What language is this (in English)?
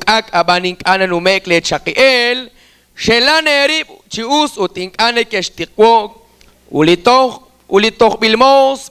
Kekchí